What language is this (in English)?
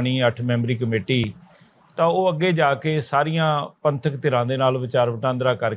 Punjabi